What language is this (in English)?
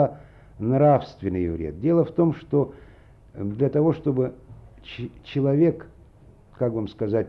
Russian